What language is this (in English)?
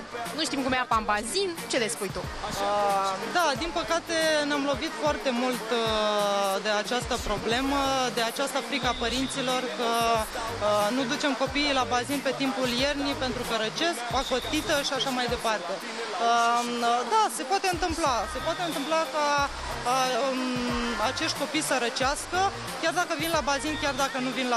Romanian